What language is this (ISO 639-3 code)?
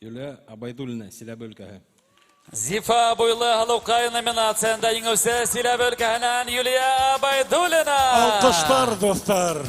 bak